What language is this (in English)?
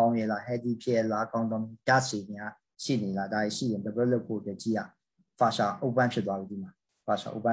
Burmese